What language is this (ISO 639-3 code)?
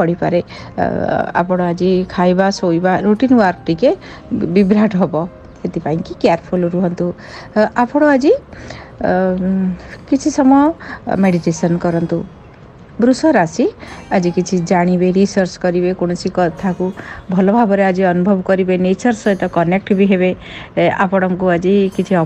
ori